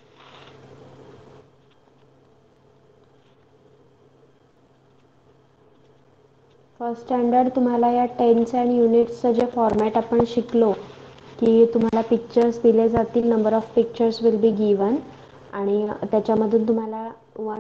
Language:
Marathi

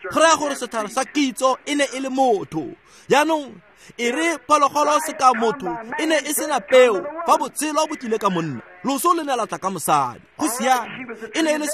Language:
Tswana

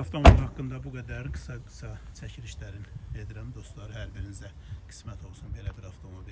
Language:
Azerbaijani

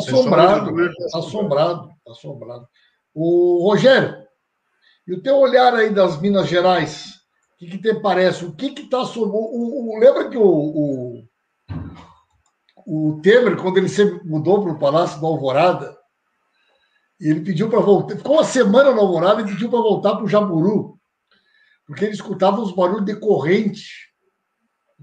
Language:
Portuguese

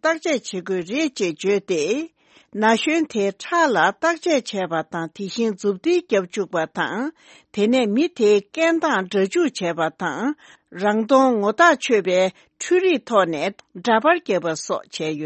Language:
Tibetan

